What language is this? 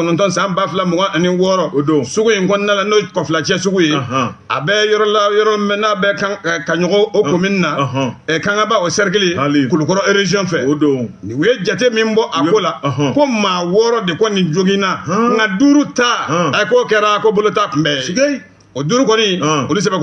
Bambara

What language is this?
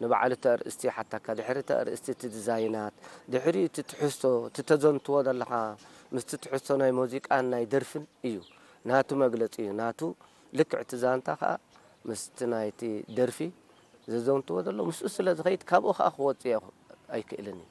Tigrinya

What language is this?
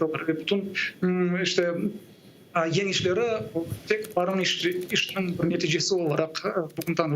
Crimean Tatar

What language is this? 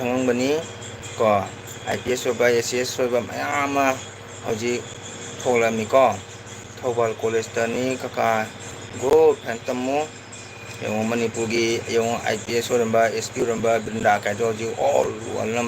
Manipuri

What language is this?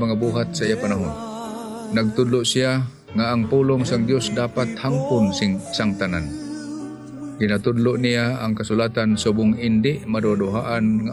Hiligaynon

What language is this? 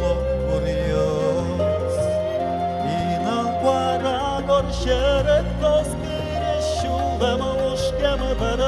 Udmurt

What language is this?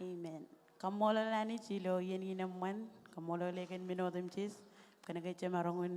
Marshallese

